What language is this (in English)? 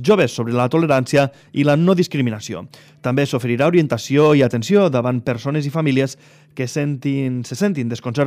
Catalan